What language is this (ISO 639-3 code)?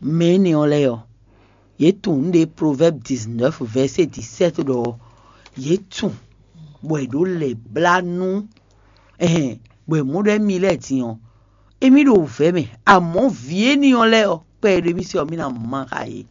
fon